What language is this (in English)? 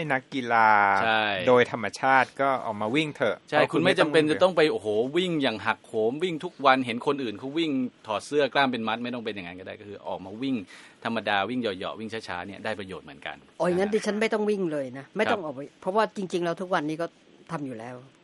Thai